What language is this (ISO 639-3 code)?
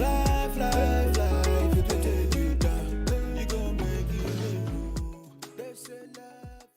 ven